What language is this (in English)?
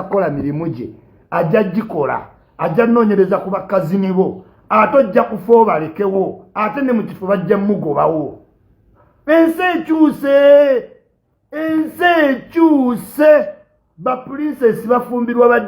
Ganda